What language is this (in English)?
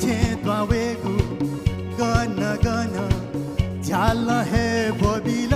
Newari